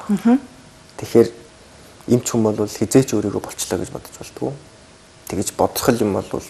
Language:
Mongolian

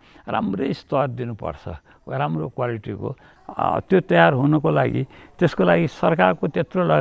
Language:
Nepali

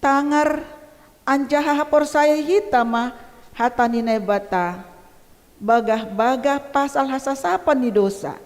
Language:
Batak Simalungun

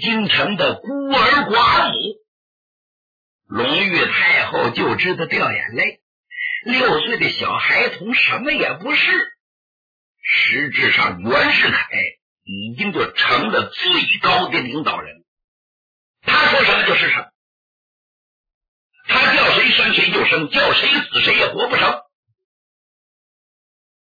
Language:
Chinese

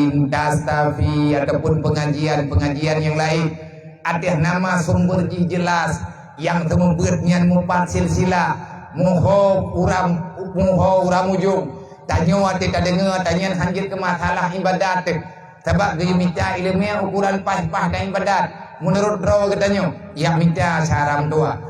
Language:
Achinese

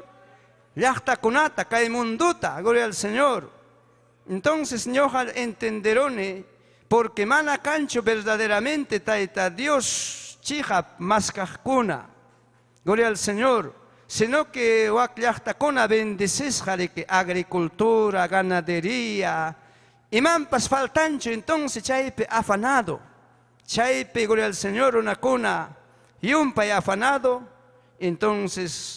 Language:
Ayacucho Quechua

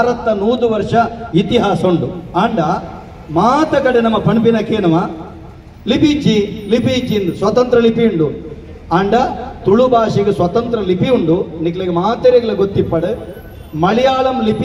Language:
Tulu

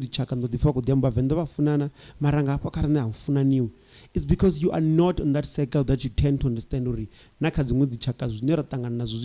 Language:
Venda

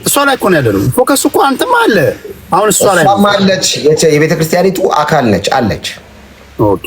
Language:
Amharic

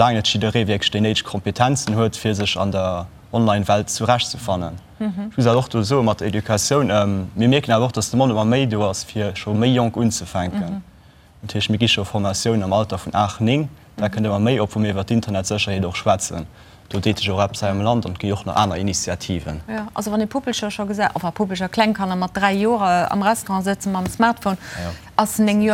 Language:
Luxembourgish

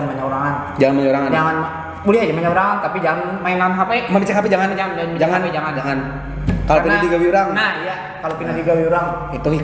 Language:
Banjar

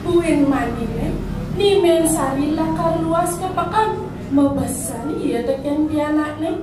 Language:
Balinese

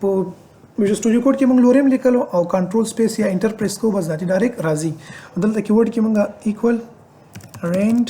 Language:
Pashto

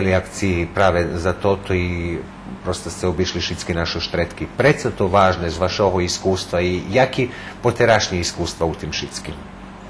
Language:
Rusyn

